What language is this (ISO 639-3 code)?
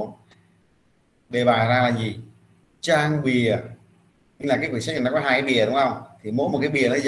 vie